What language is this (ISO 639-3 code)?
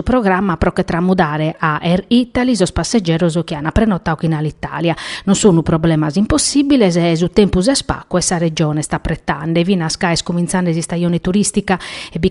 srd